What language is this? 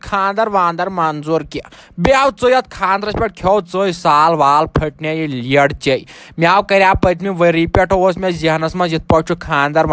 Kashmiri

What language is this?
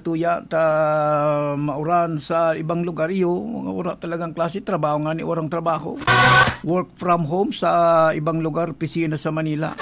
Bikol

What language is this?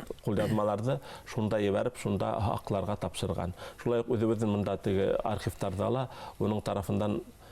Bashkir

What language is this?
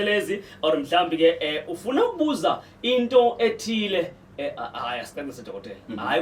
Zulu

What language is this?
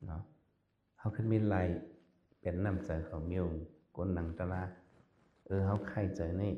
Shan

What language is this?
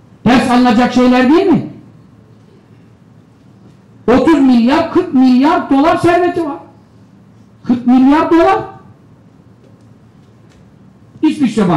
Turkish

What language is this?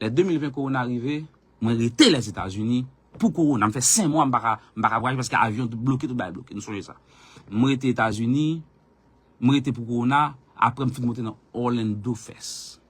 Haitian Creole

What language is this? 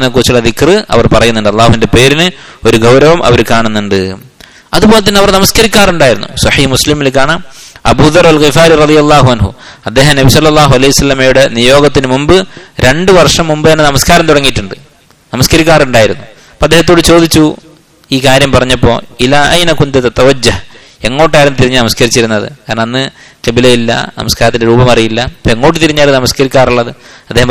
Malayalam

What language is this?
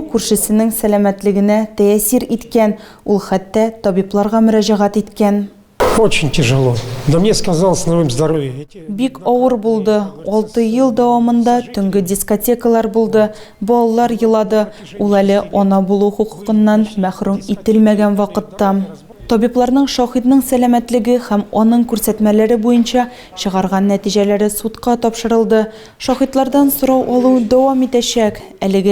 Tatar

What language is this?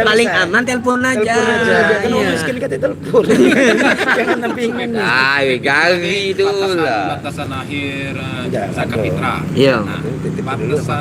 Musi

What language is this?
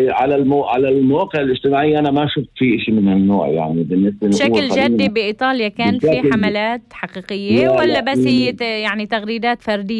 North Levantine Arabic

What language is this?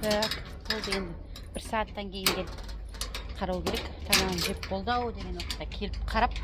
Kazakh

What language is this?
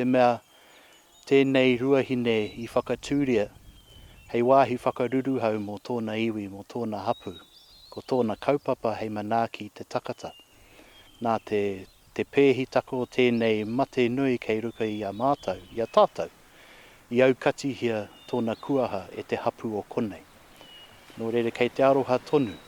Māori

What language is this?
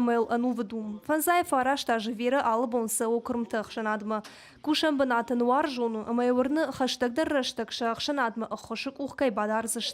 Ossetic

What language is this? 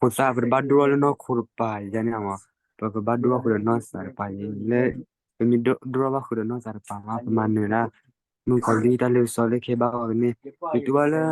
S'gaw Karen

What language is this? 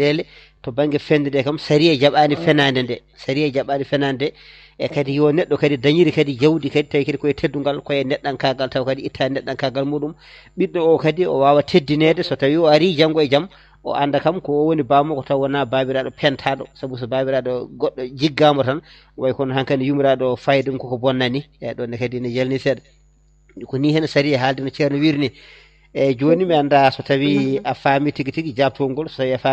Fula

